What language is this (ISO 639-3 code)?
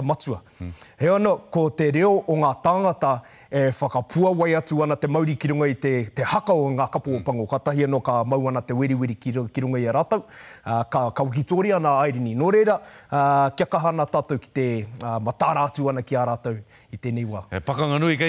mri